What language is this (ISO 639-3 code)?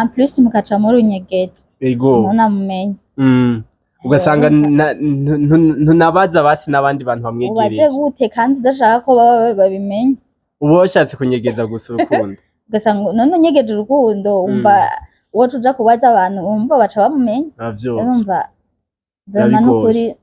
run